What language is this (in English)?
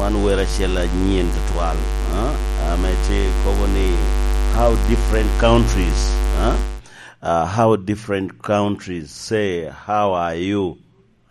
Lango (Uganda)